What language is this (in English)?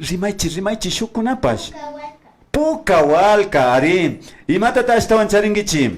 Imbabura Highland Quichua